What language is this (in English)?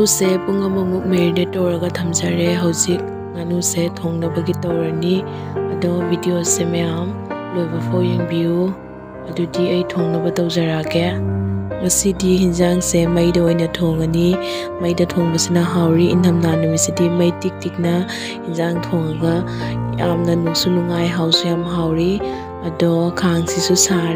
Manipuri